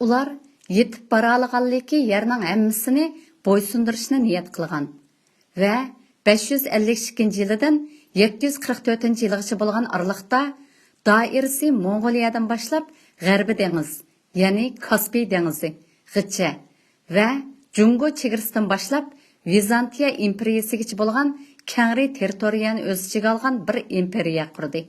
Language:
Uyghur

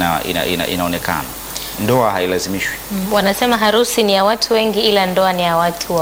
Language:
Swahili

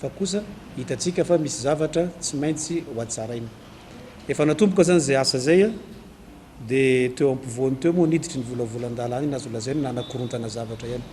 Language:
Malagasy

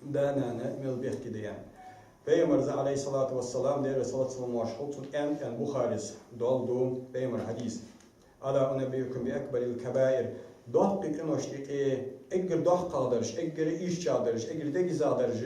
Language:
Ingush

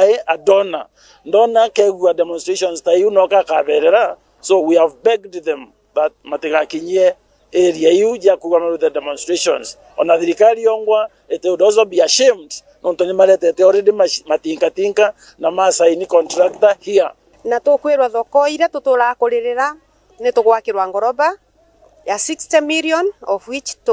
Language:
Meru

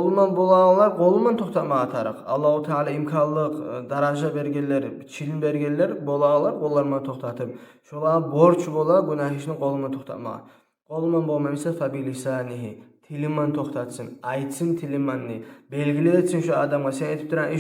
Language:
Kumyk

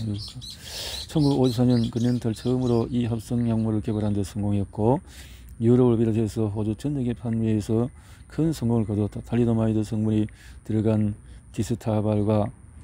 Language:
Korean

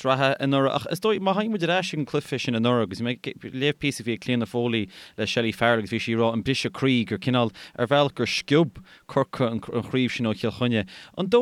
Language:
Irish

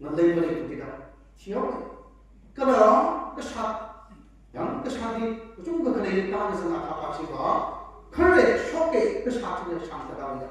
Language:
Tangkhul Naga (India)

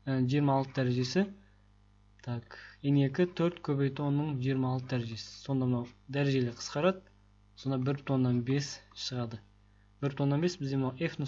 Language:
Kazakh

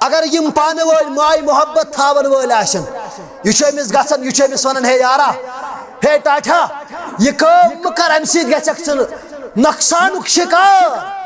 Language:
Kashmiri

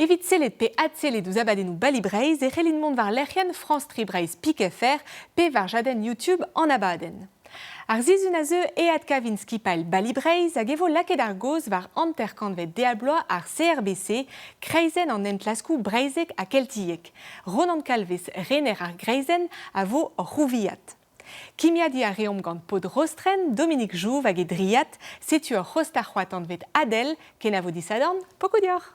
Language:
Breton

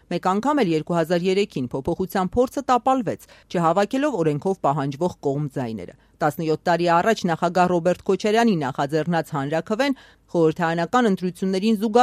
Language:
Armenian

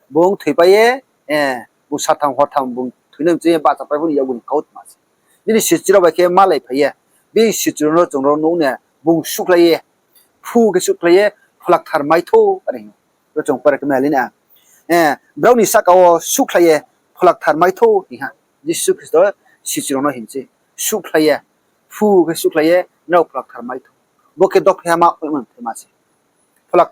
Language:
Riang (India)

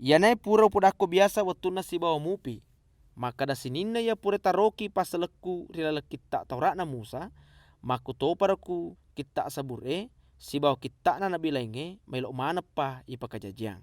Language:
Buginese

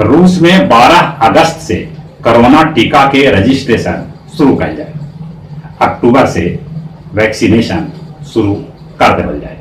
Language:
Magahi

